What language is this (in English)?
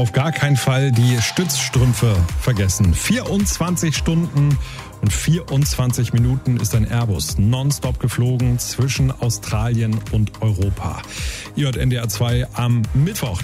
German